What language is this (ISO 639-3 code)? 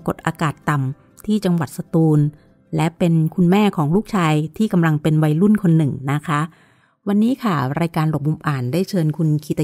tha